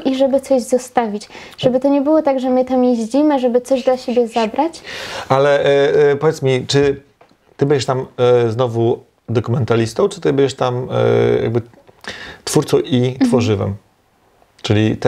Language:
Polish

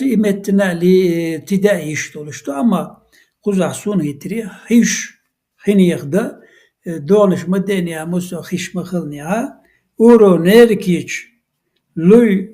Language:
Chechen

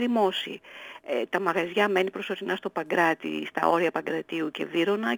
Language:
Greek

